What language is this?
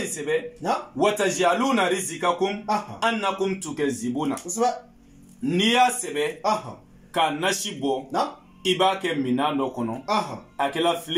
Bambara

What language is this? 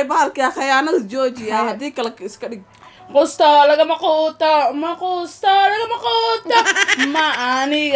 Somali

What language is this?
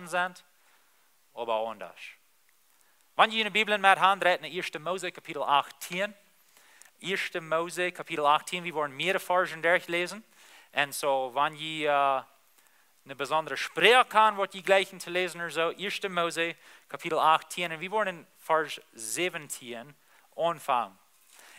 Plautdietsch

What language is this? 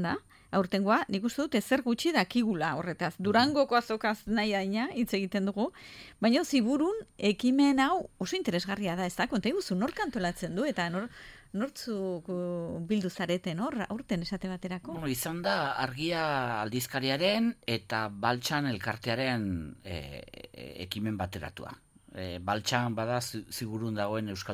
Basque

